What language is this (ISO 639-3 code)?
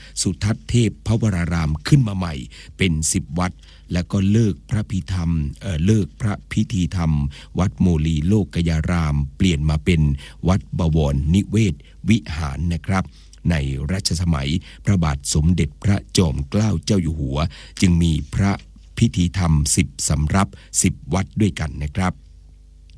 tha